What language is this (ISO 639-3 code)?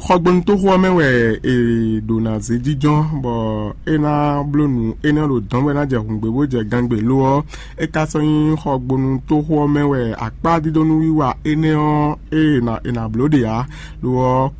fon